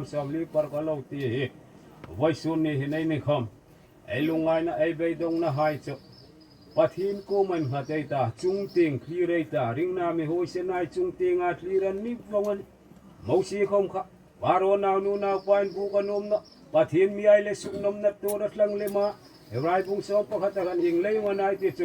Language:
Hmar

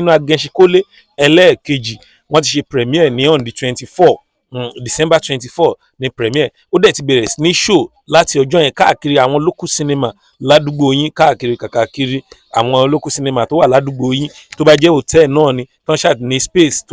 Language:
Yoruba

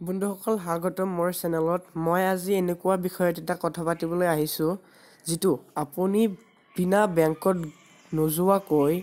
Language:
Assamese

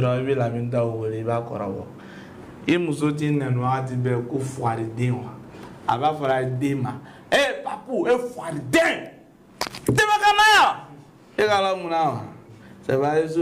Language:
Bambara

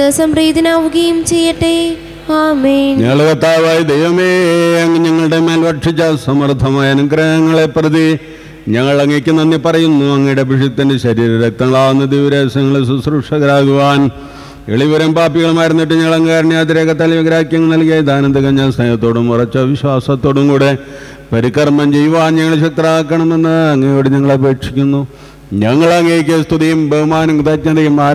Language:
Malayalam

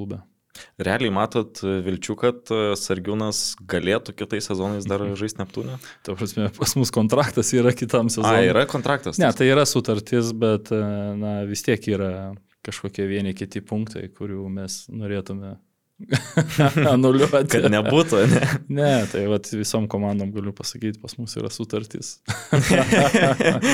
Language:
Lithuanian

